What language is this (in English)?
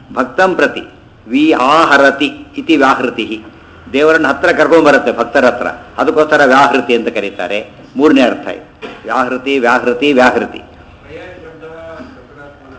Kannada